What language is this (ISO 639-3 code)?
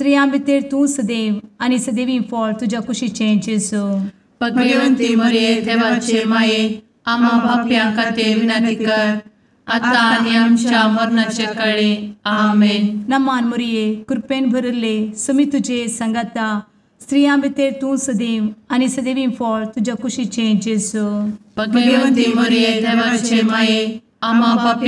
kok